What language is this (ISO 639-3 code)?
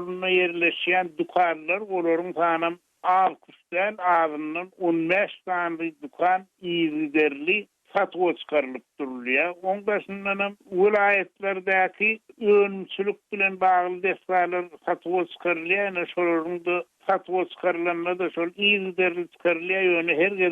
tuk